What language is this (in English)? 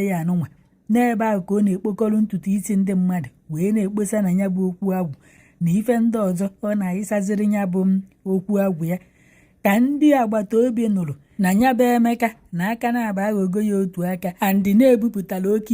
Igbo